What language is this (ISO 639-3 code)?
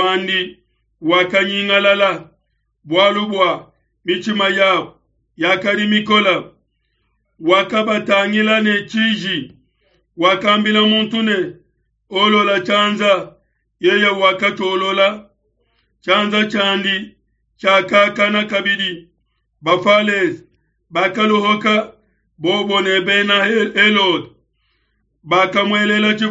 lua